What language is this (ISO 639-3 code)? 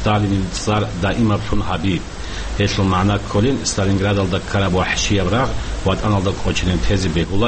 ava